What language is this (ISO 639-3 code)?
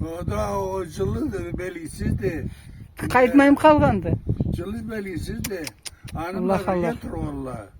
krc